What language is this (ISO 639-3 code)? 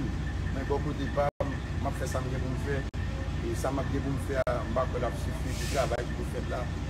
hat